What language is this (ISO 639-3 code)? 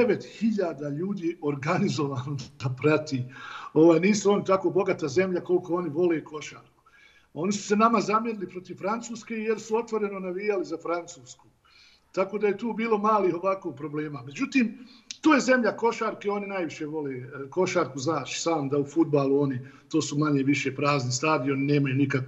bos